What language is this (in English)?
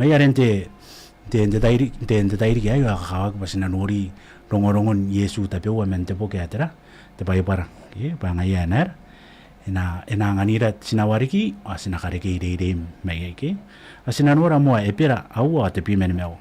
Gilbertese